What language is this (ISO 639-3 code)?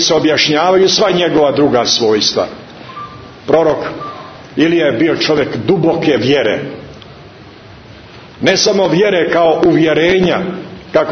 srp